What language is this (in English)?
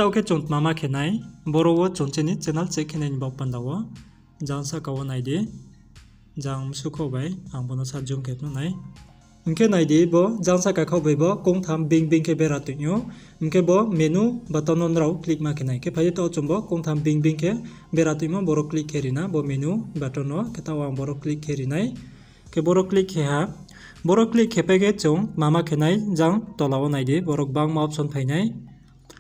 Riang (India)